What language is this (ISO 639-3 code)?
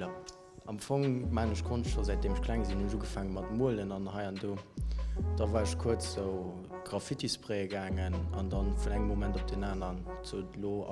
ltz